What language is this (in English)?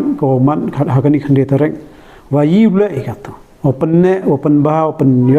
Pnar